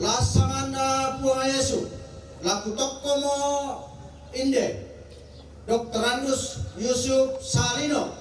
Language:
Toraja-Sa'dan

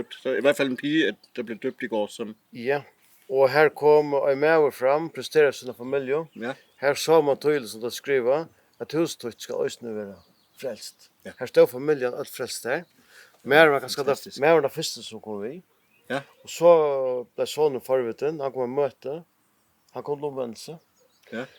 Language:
Faroese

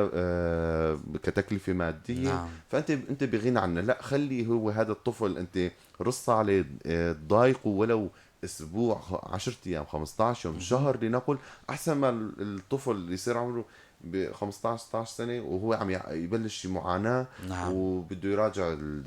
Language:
North Levantine Arabic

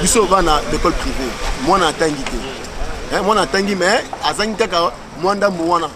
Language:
Lingala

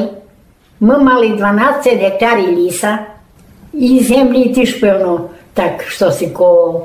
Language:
Rusyn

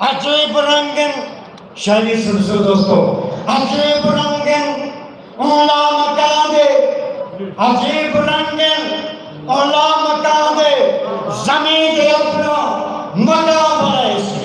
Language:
Saraiki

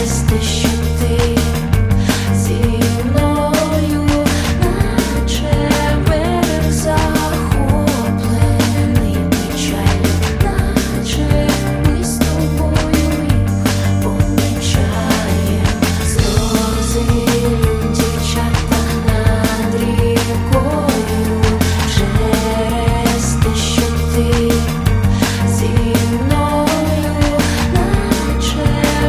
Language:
Ukrainian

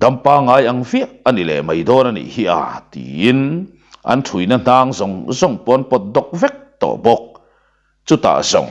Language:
Mizo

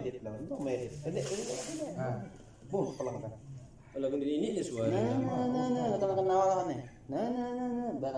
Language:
Sasak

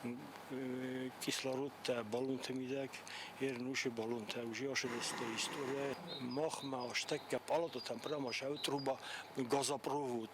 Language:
Ossetic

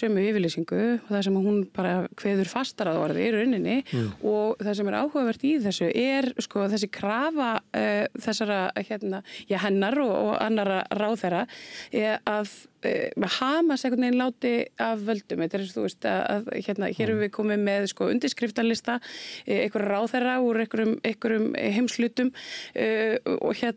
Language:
Icelandic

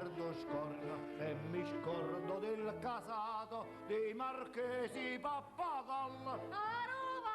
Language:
Neapolitan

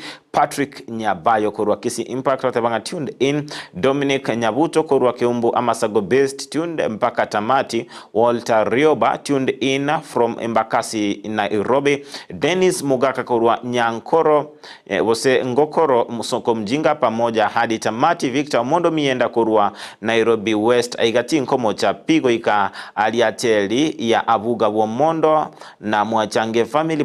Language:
Gusii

